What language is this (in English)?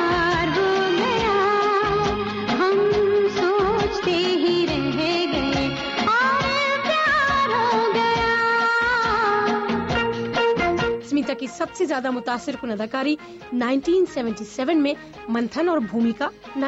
Urdu